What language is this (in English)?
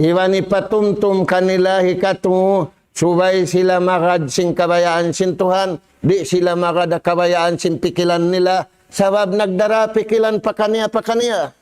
Tausug